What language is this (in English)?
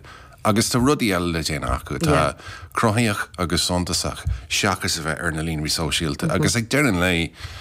Irish